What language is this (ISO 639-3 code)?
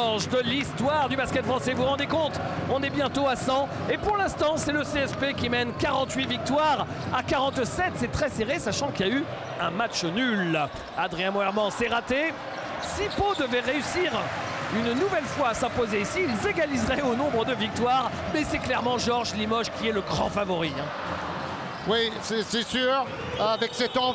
fra